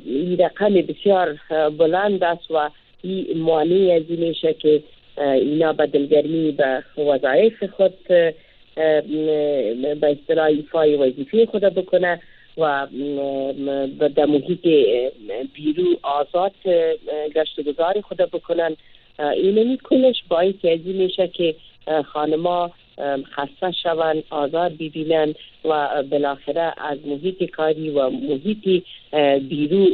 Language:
Persian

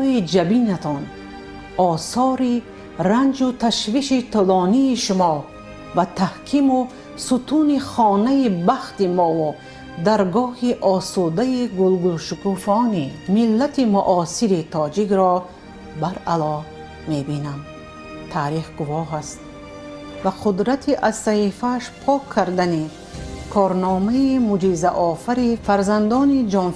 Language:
Tajik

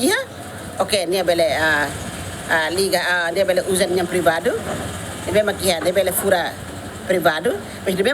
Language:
Tetum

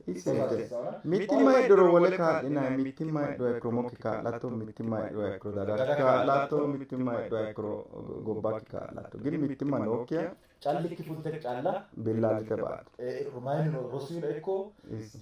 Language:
Sidamo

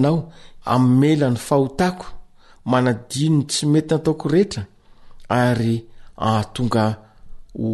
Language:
Malagasy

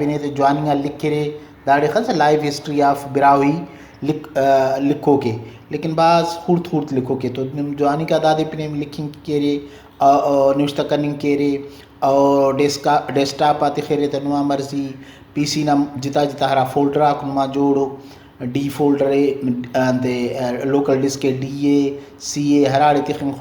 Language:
Brahui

